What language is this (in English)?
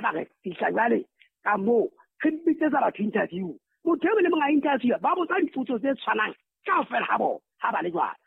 Southern Sotho